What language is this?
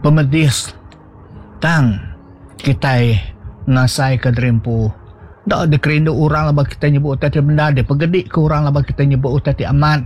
Iban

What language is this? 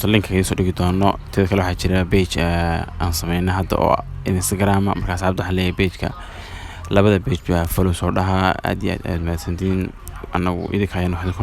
Somali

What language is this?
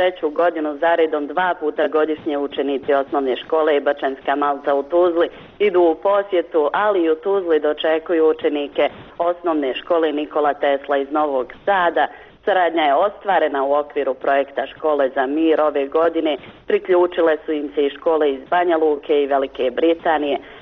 Bosnian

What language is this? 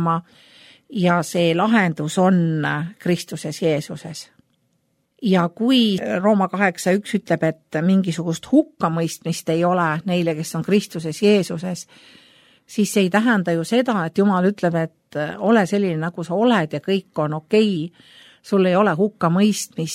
Estonian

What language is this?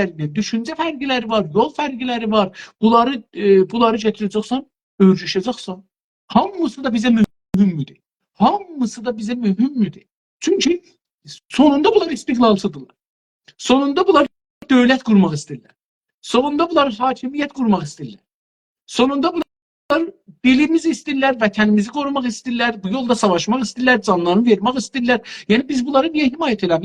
South Azerbaijani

